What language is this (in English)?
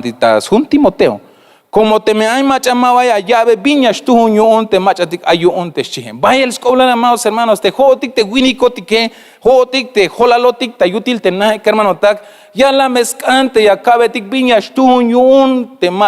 Tzeltal